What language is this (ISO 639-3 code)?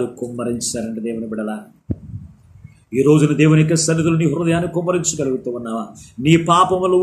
tel